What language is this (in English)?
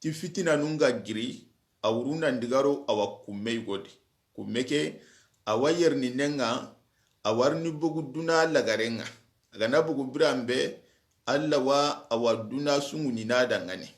Soninke